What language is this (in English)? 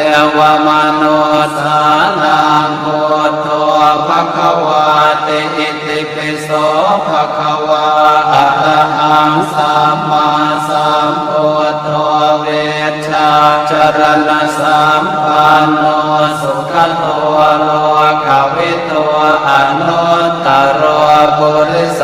Pali